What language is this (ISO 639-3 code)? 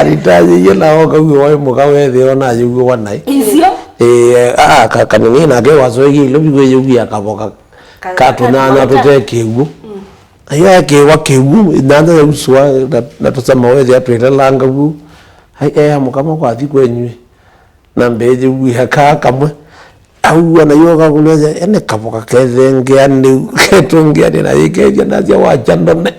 kam